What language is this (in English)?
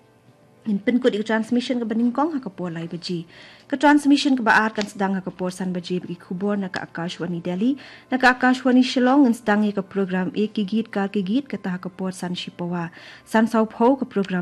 Khasi